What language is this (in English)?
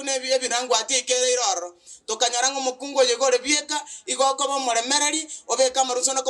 Gusii